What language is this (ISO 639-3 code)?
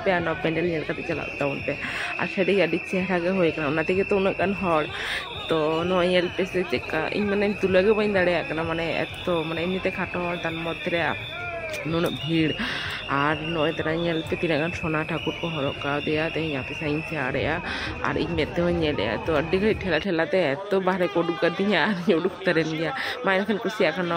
sat